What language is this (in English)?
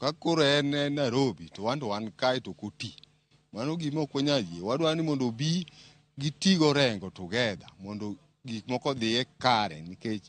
Luo (Kenya and Tanzania)